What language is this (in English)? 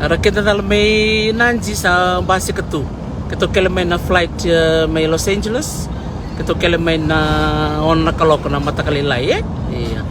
Fijian